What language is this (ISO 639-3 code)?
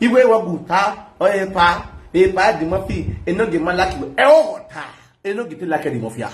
pcm